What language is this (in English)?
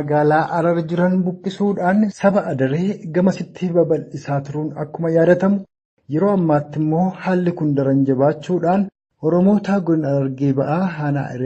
Oromo